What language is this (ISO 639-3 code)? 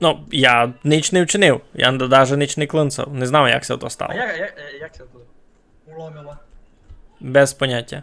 rue